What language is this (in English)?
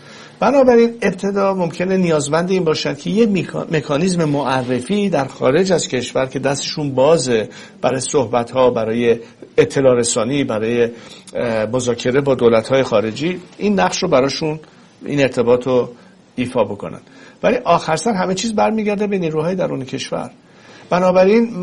Persian